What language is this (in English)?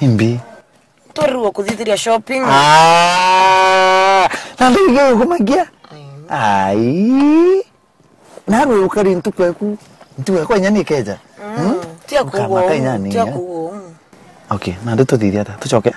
Meru